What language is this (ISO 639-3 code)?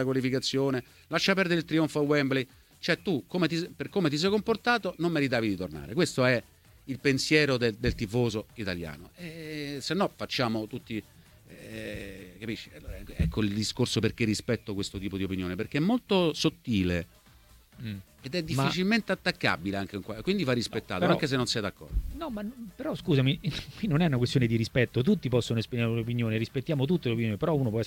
ita